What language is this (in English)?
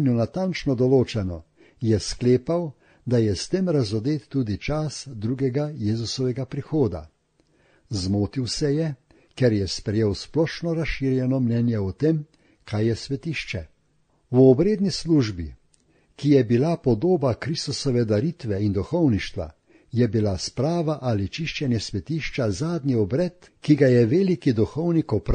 Slovenian